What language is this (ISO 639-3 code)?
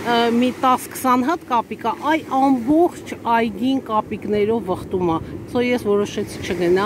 hye